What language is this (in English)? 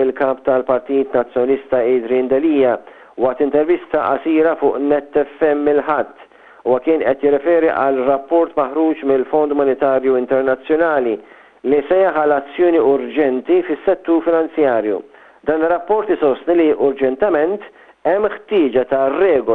Maltese